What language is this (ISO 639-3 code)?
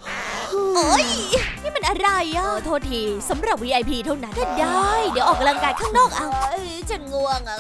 tha